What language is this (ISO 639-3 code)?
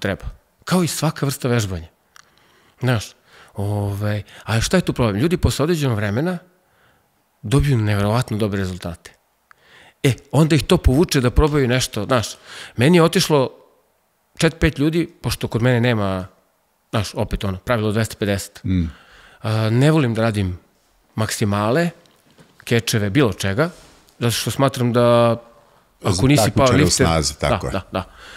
srp